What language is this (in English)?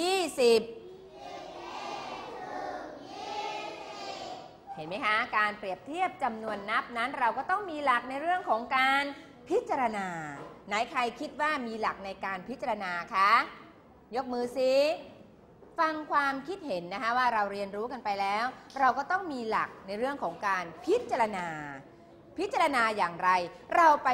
Thai